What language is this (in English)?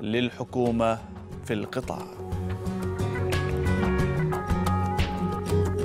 Arabic